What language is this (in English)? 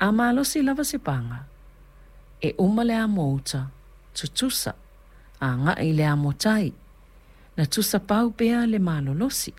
Samoan